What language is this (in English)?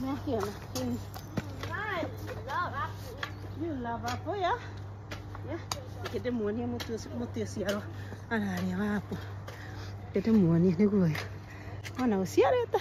Kikuyu